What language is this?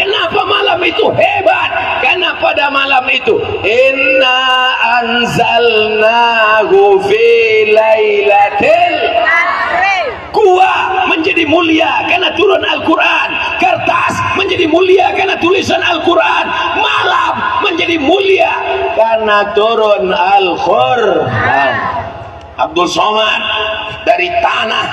Minangkabau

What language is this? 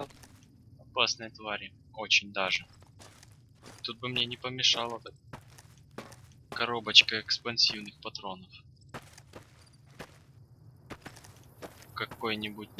Russian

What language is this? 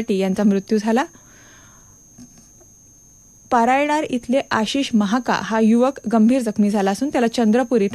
Marathi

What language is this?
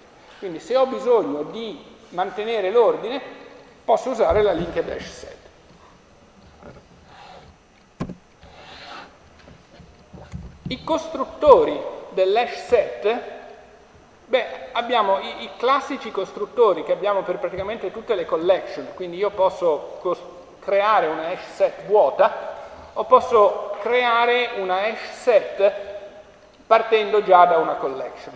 Italian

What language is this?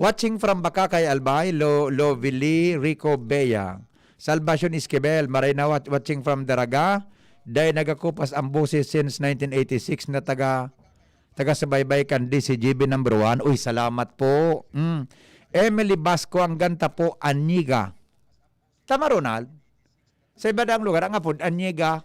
Bikol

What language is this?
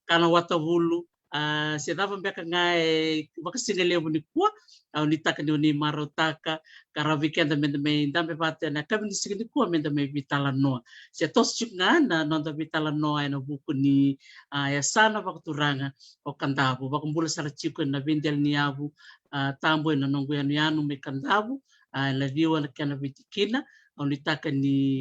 Fijian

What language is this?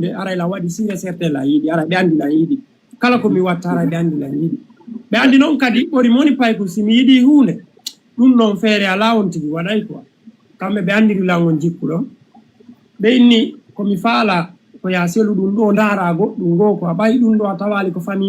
Fula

